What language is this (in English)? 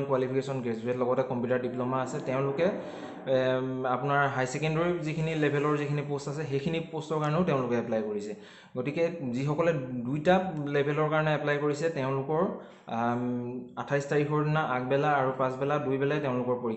Assamese